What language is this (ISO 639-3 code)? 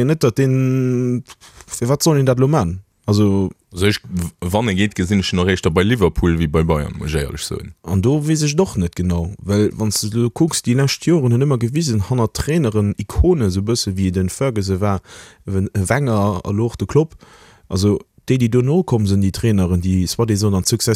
ltz